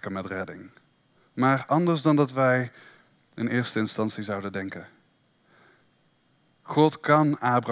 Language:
Dutch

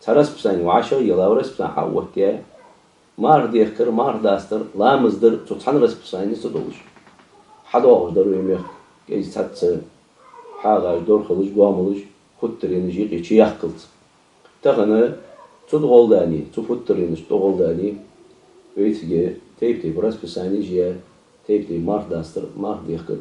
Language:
Ingush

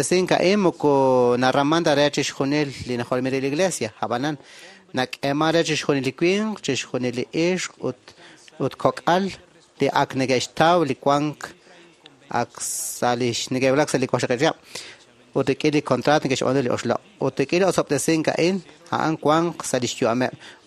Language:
Kekchí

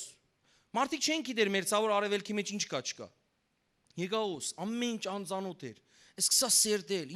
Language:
Western Armenian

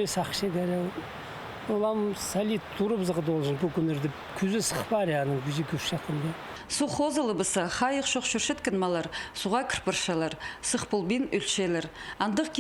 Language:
Khakas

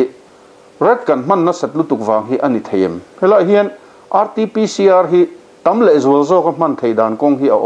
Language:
Mizo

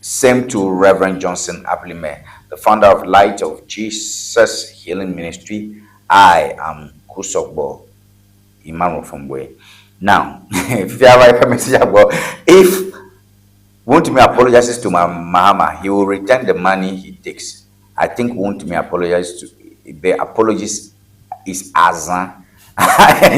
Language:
Ewe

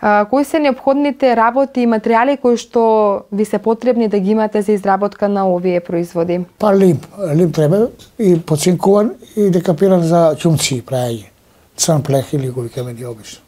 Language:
Macedonian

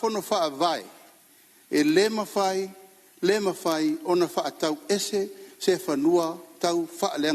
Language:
Samoan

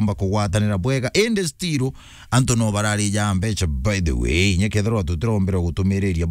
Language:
Meru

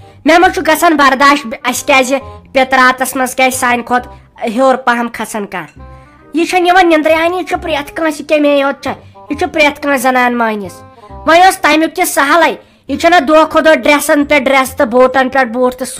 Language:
Kashmiri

